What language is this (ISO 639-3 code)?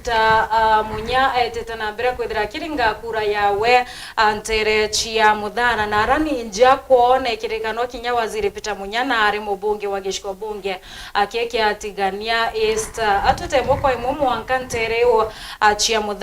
mer